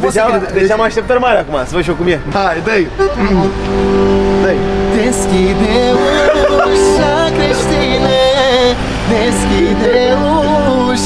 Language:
Romanian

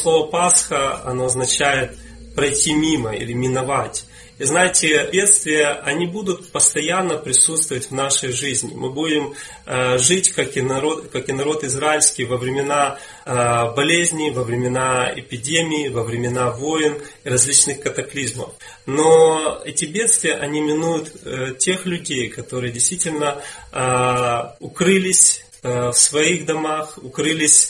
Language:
Russian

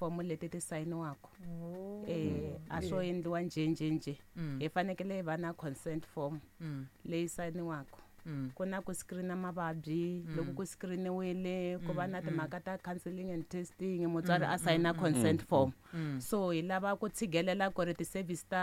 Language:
Tsonga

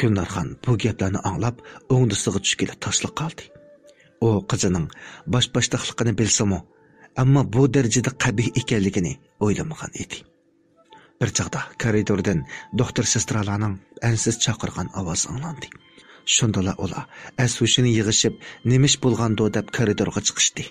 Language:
Uyghur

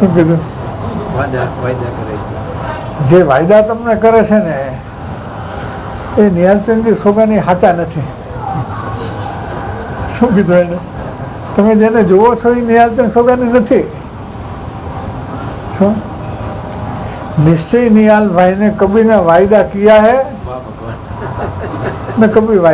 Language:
Gujarati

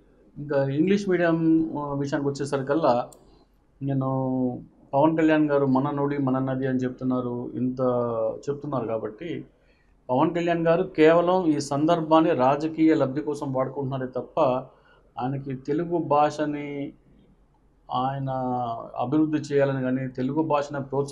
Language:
Telugu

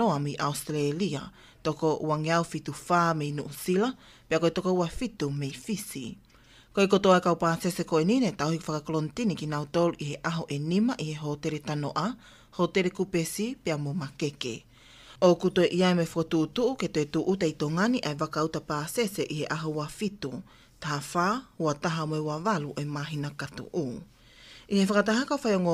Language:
Tongan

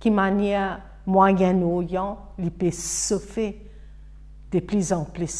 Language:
Morisyen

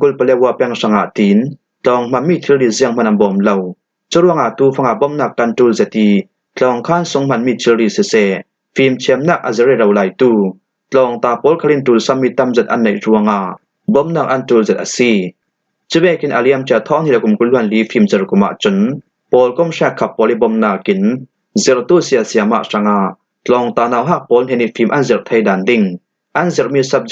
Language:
Falam Chin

